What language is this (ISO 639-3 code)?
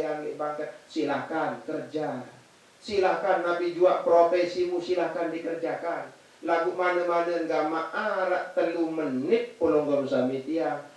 sas